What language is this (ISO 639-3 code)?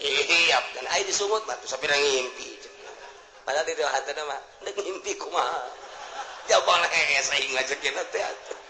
sun